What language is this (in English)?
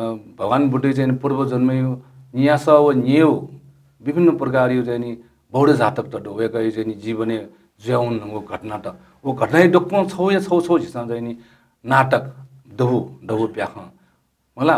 Newari